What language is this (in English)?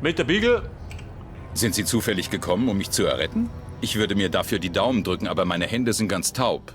Bavarian